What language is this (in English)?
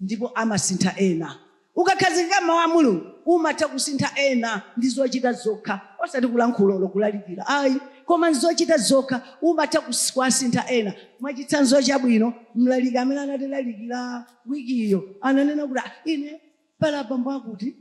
Nyanja